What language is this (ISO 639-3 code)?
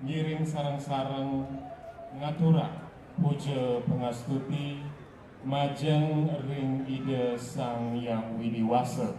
ban